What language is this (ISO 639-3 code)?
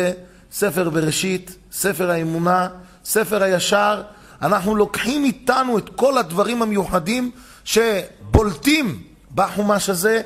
heb